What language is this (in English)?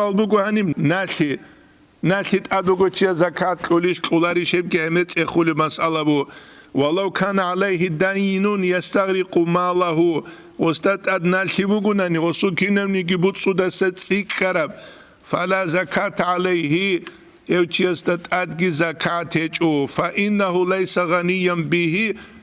Avaric